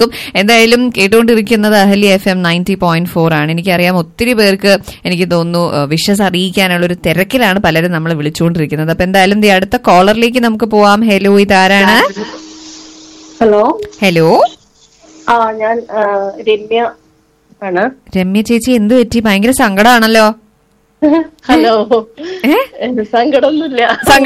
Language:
Malayalam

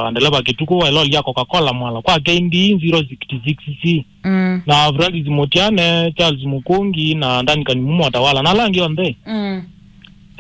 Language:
Kamba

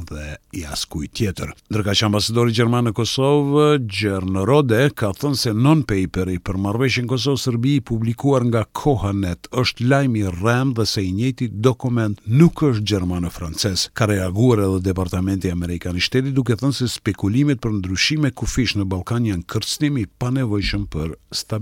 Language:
Albanian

